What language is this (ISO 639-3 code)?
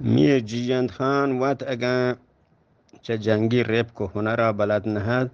bgp